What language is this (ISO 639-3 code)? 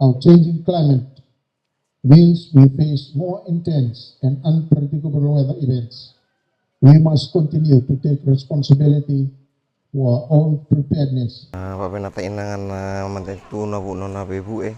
fij